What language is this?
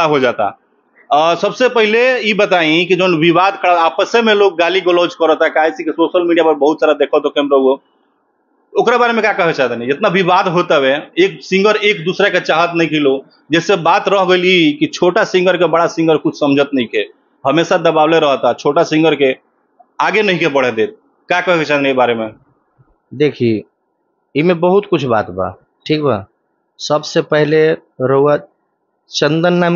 Bhojpuri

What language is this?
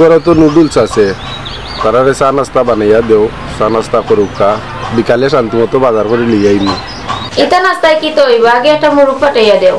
Sylheti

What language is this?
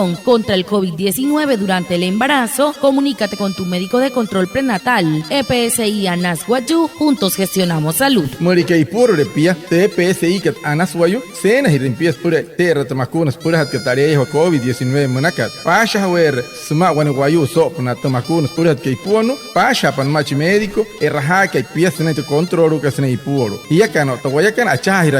Wayuu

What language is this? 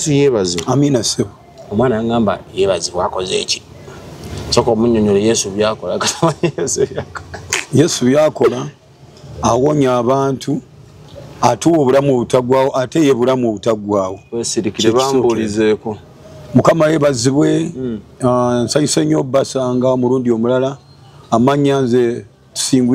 Ganda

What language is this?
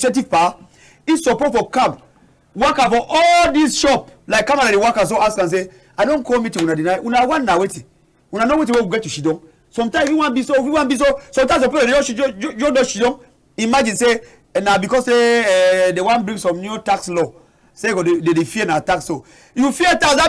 Cameroon Pidgin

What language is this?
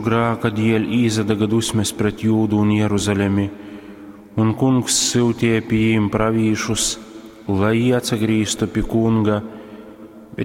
Latgalian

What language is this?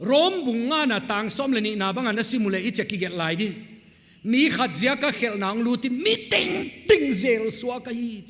Paite Chin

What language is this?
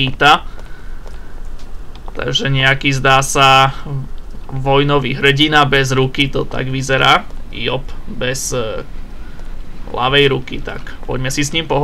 Slovak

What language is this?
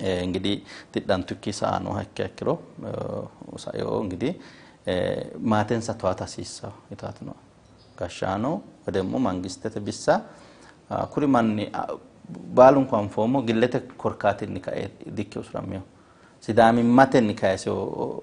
Sidamo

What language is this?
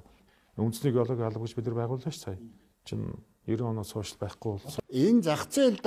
Mongolian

